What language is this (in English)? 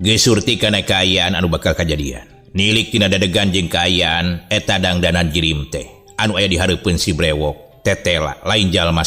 Sundanese